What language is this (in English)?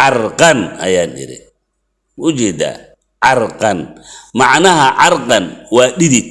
Somali